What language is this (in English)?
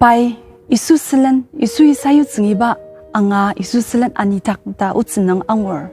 Ao Naga